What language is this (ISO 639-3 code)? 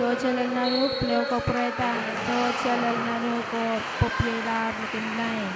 pon